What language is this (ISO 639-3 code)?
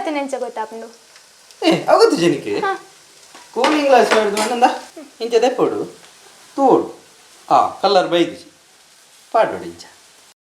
tcy